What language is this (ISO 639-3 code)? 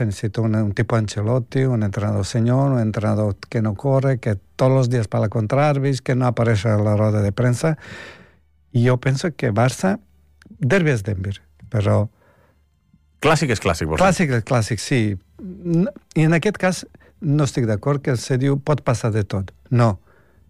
cat